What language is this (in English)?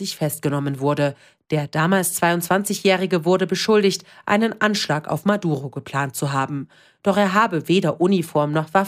German